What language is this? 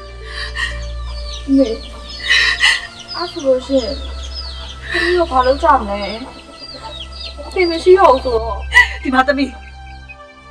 Burmese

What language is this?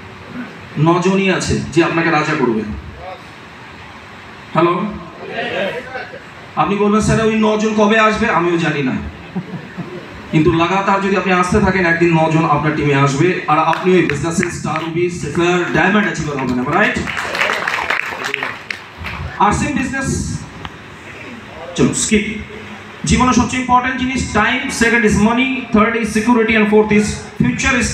Bangla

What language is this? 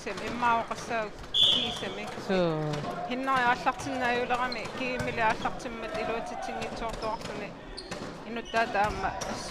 Kalaallisut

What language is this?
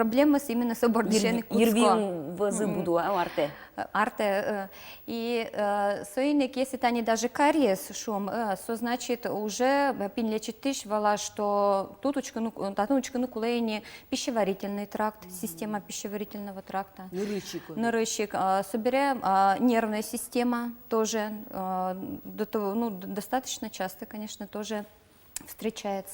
Udmurt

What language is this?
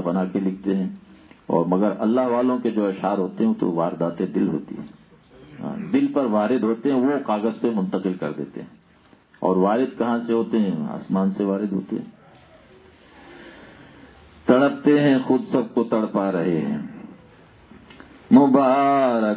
Urdu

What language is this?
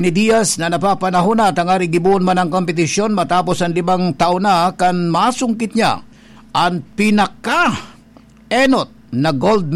Bikol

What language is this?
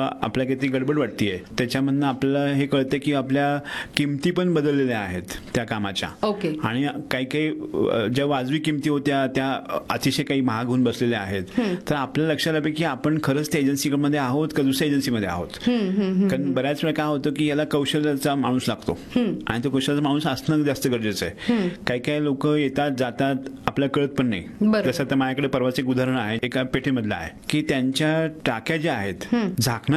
Marathi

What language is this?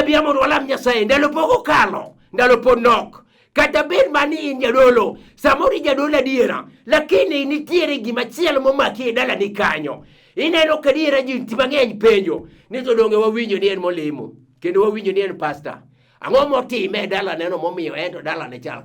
Luo (Kenya and Tanzania)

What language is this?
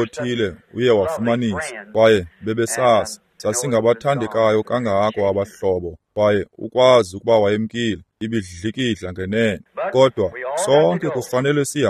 Xhosa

